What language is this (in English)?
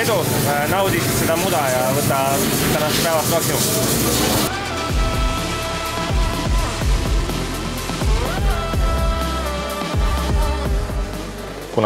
Estonian